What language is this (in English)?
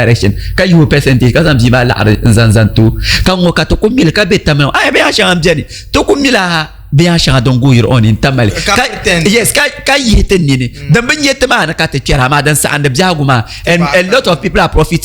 Dagbani